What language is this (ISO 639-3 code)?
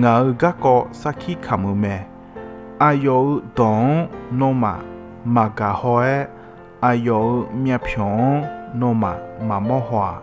ahk